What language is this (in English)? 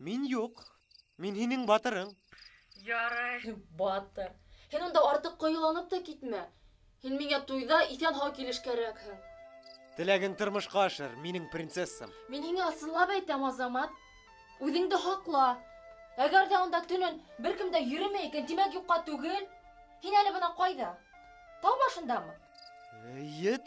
Bashkir